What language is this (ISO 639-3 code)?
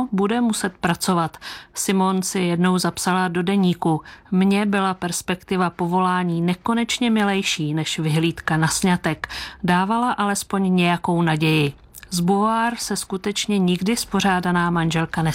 ces